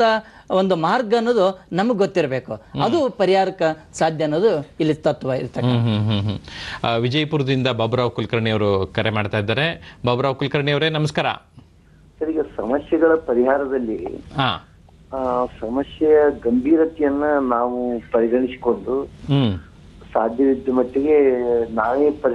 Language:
Kannada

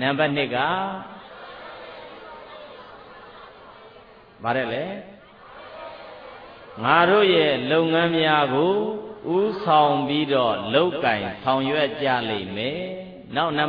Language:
Burmese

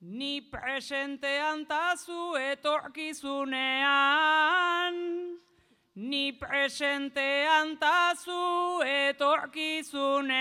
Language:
Basque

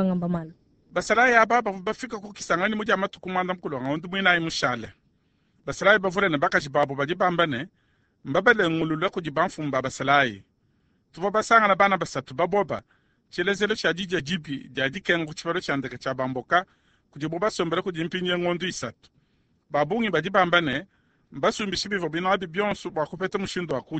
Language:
Luba-Lulua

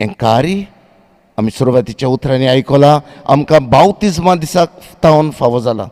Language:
Konkani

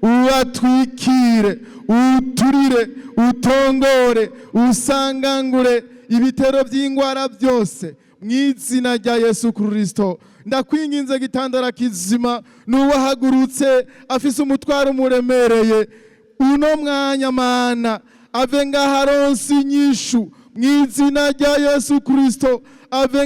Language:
Rundi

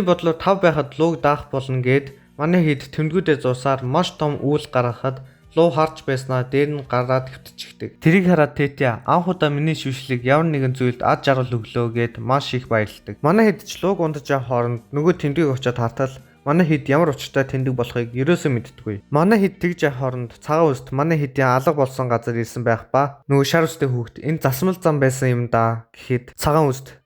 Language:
Mongolian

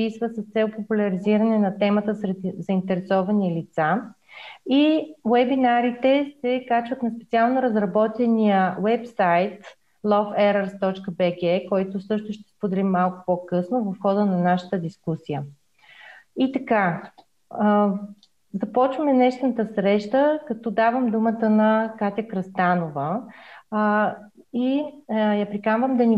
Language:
Bulgarian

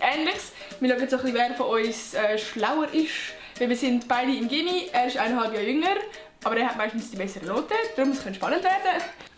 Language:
Swiss German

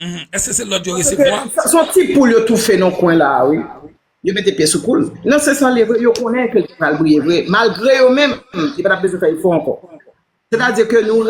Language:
Haitian Creole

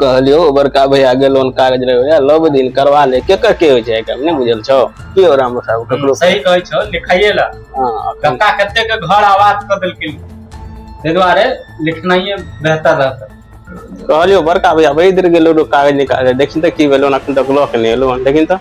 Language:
Maithili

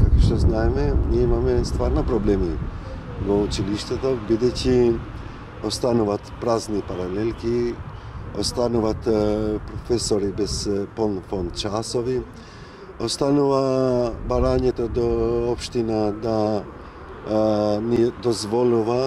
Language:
Macedonian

